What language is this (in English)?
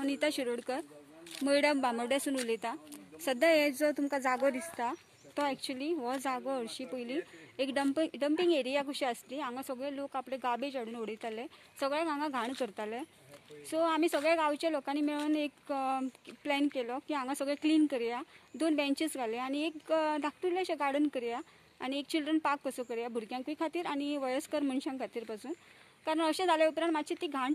Konkani